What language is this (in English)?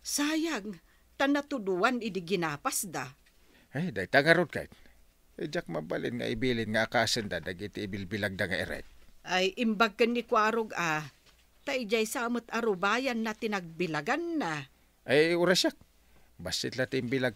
Iloko